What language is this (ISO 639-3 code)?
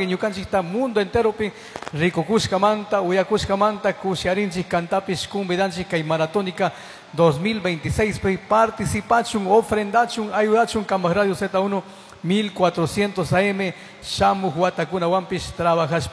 qug